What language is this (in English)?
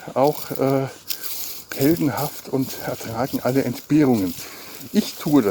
German